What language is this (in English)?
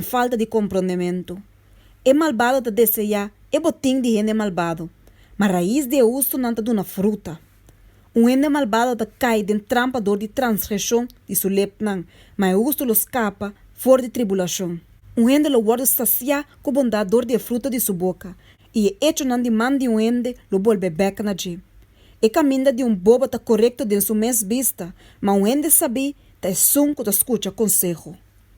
Papiamento